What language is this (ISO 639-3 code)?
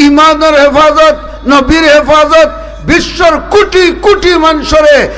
syl